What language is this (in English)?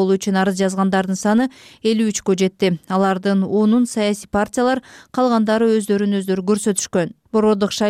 Kyrgyz